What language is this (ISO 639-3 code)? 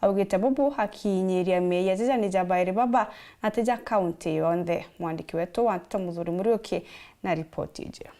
mer